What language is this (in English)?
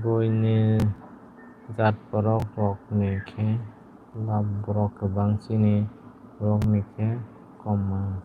Kok Borok